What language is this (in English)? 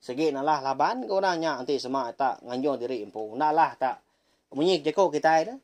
Iban